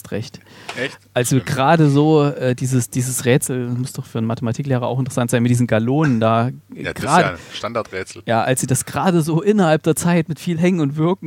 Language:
German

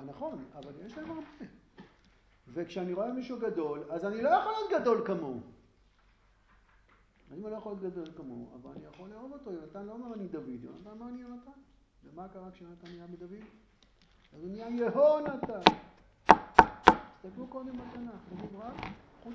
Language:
Hebrew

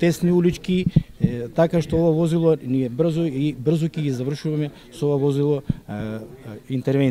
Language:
Macedonian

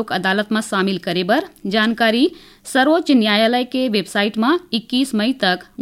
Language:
Chhattisgarhi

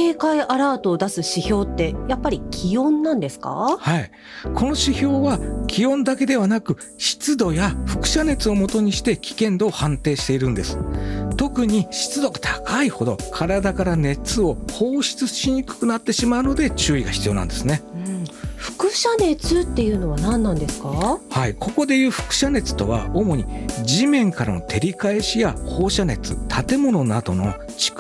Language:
Japanese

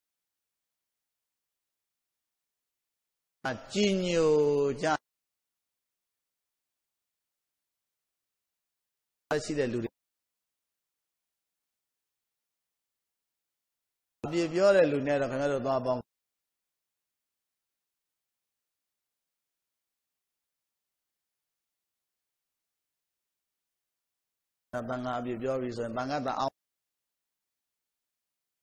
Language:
Burmese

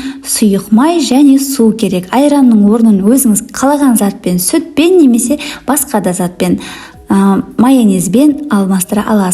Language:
Kazakh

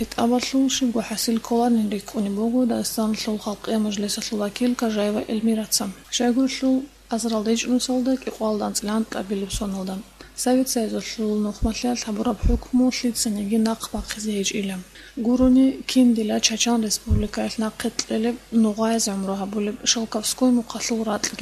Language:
Avaric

